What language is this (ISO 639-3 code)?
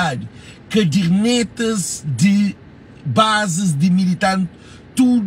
kea